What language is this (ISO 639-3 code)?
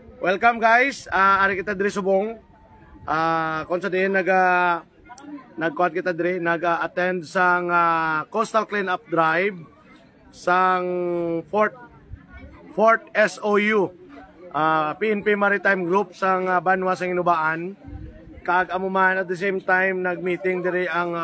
hil